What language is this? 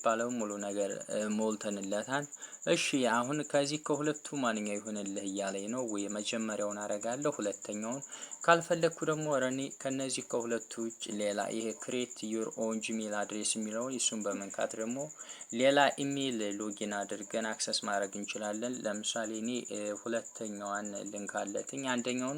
Amharic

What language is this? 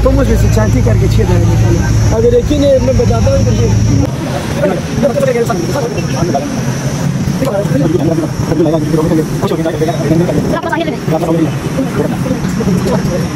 Hindi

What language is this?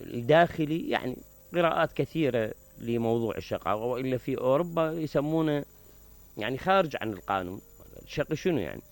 Mesopotamian Arabic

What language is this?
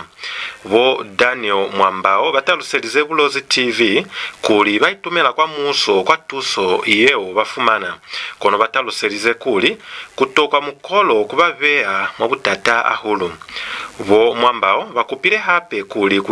Lozi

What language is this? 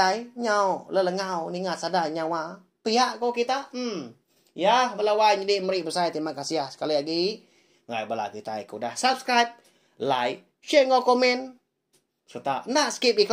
Iban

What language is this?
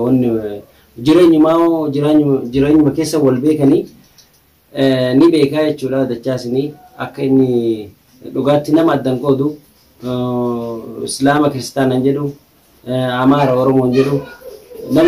Oromo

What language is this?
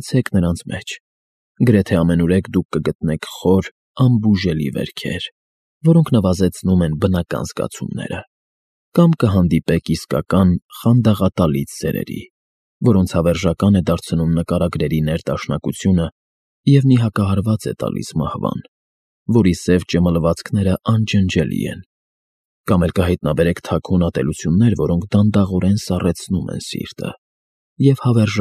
Armenian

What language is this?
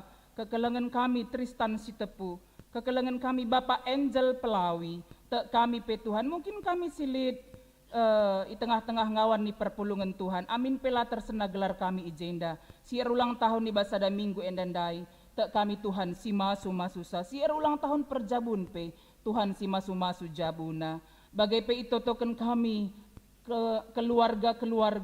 Batak Karo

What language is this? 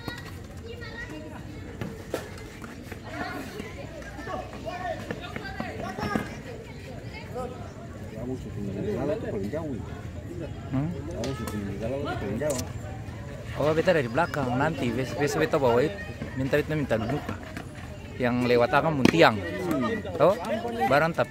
Ambonese Malay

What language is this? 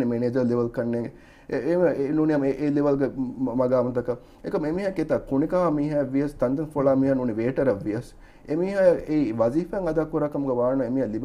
Divehi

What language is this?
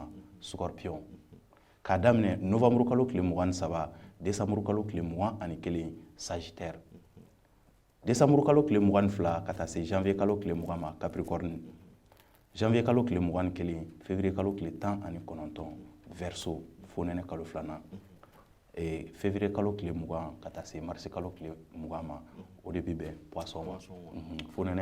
Bambara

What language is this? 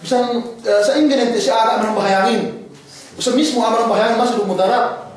Yakan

